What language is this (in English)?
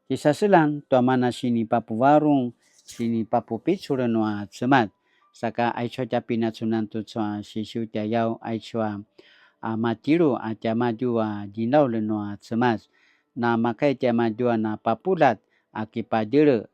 Paiwan